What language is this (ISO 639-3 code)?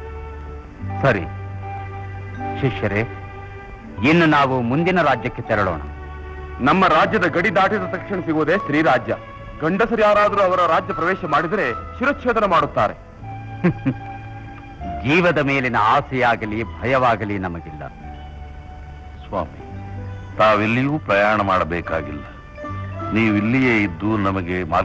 kan